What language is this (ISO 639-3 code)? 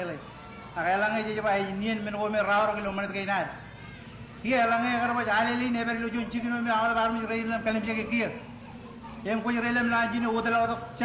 mah